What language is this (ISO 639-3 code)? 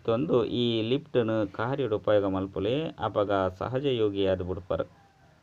tcy